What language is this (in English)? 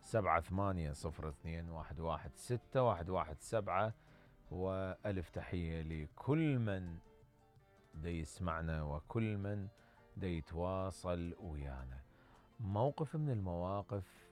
Mesopotamian Arabic